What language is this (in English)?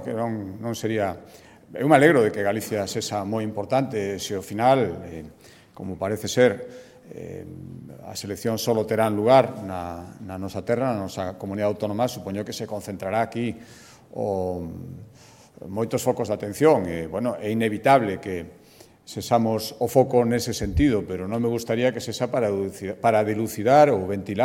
Galician